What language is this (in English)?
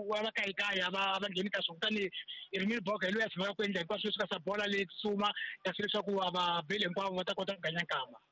Tsonga